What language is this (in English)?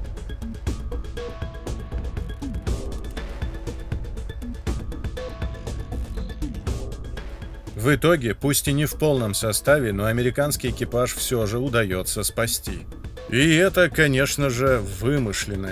Russian